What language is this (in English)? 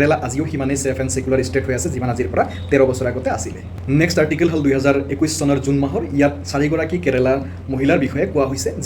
Assamese